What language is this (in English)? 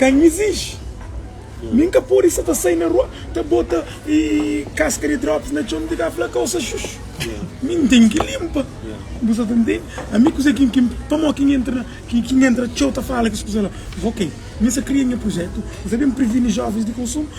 Kabuverdianu